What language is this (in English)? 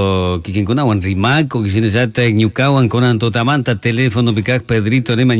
Chimborazo Highland Quichua